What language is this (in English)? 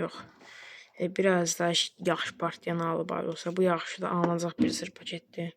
Azerbaijani